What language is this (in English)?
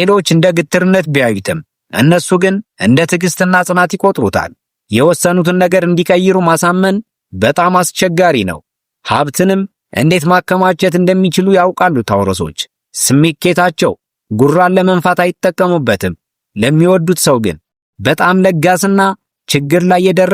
Amharic